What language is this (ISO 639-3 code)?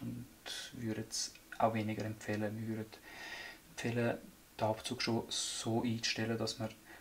gsw